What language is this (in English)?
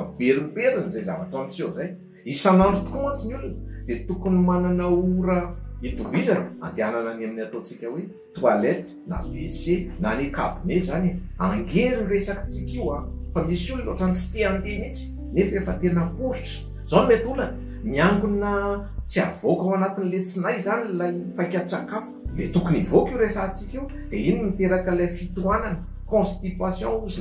Malagasy